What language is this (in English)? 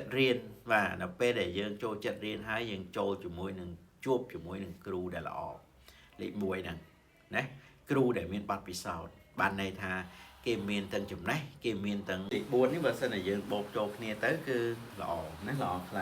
Khmer